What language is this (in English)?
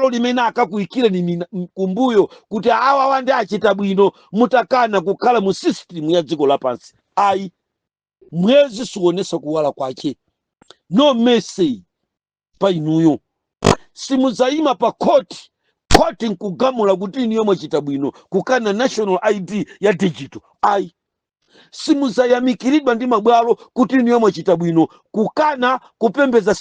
Nyanja